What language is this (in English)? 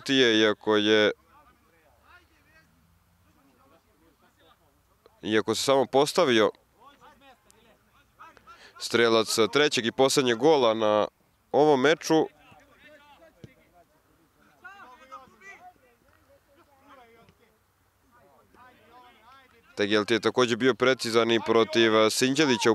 Serbian